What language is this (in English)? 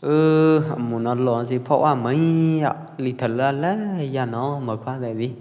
Pwo Eastern Karen